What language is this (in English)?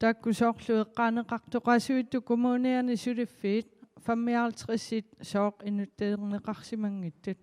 Kalaallisut